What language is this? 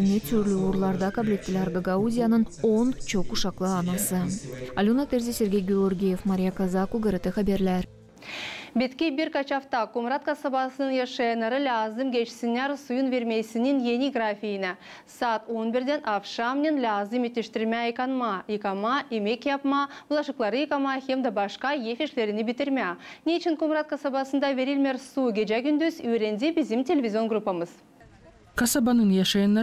Gagauz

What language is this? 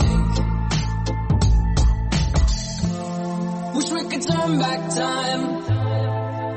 Burmese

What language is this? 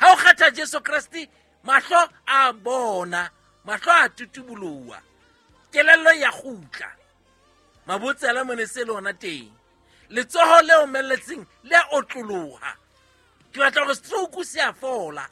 Southern Sotho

